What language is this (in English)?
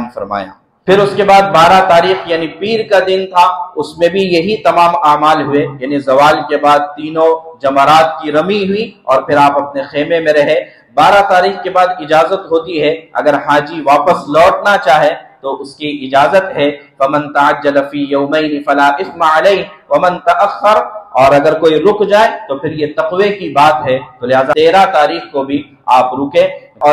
Urdu